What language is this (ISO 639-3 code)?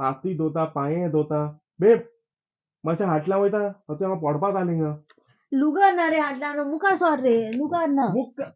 kok